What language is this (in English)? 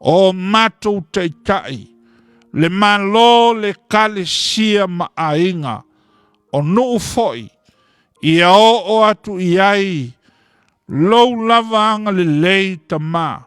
Samoan